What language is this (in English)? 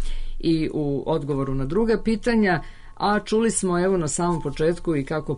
Serbian